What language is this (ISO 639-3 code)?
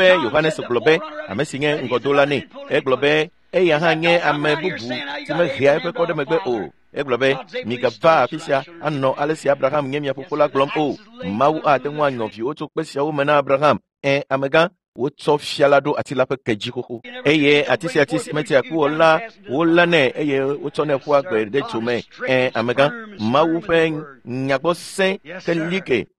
ewe